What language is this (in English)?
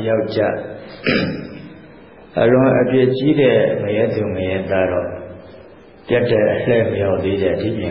Burmese